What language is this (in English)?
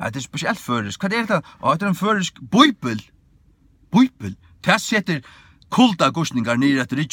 Faroese